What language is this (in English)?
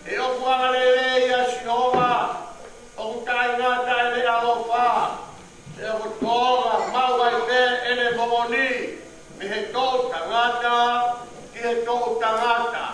Tongan